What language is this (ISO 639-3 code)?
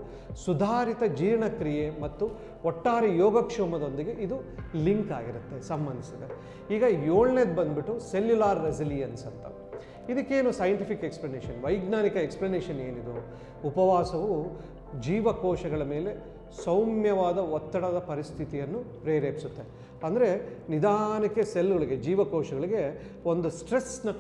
kan